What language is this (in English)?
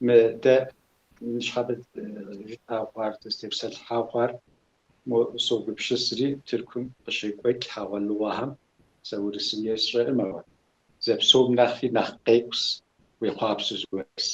Kabardian